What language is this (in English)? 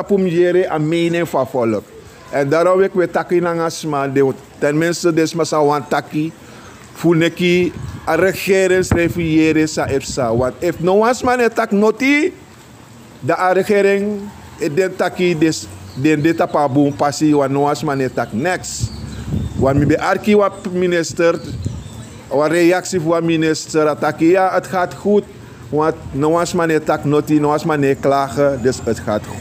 Sranan Tongo